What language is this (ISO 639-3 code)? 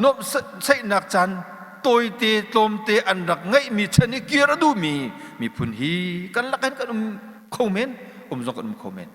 cnh